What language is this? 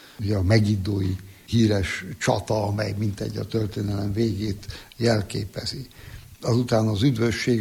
Hungarian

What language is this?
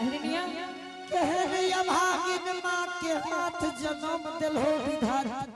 Angika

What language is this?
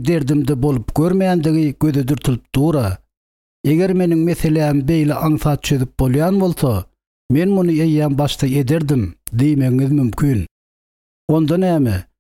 Turkmen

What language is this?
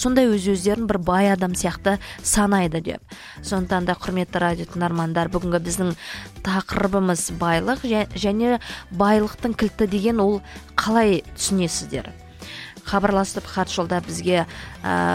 Kazakh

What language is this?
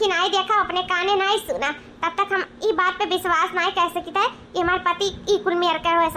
Awadhi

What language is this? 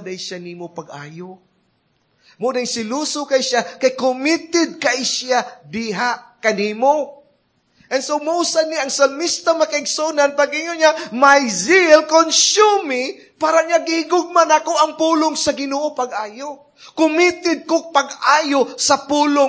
Cebuano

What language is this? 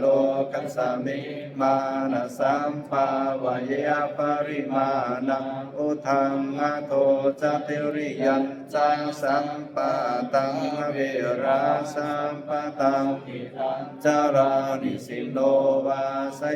Pali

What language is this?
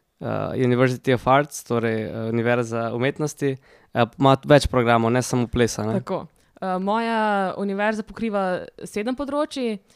Slovenian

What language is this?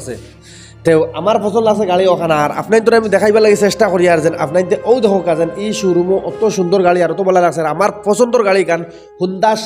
Sylheti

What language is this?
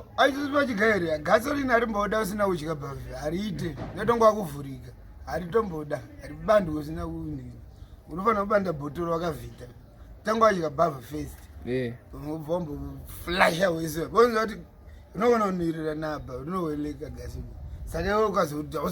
Shona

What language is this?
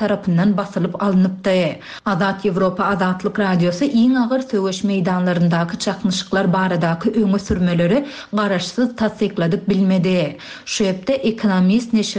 Turkmen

